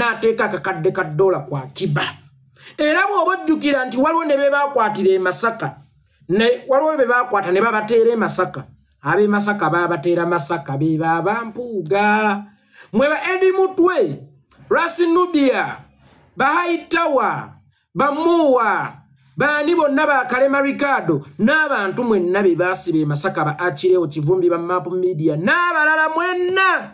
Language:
Ganda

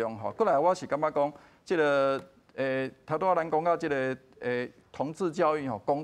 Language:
Min Nan Chinese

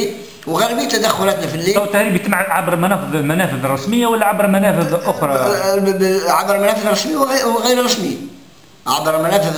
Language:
Tunisian Arabic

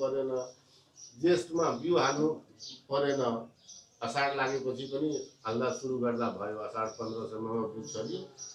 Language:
Nepali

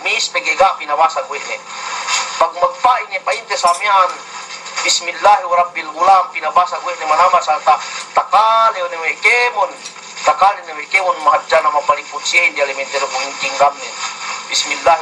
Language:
Yakan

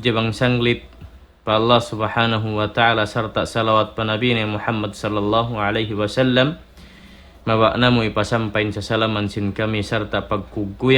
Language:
Tausug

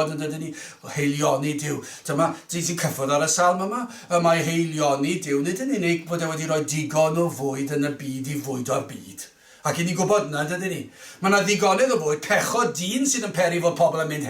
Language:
Welsh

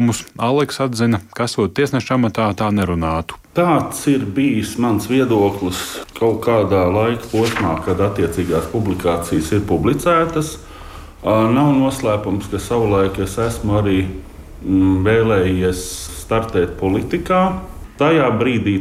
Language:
Latvian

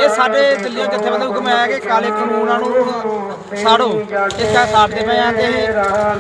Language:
Punjabi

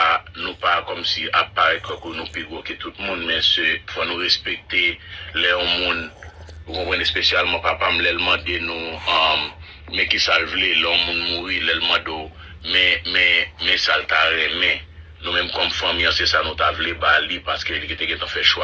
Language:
Haitian Creole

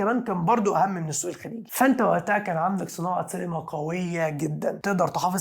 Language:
Egyptian Arabic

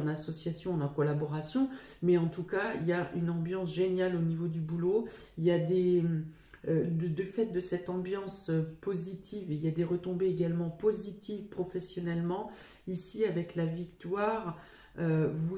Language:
French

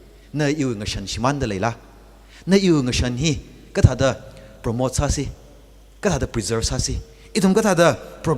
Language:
Tangkhul Naga (India)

